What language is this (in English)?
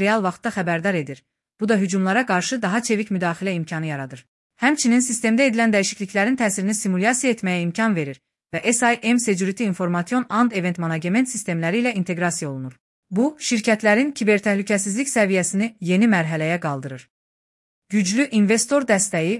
Azerbaijani